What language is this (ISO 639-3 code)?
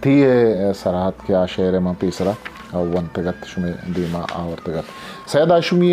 bgp